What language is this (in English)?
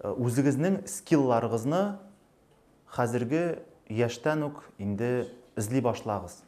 Tatar